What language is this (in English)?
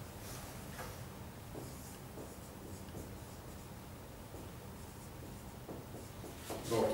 Swedish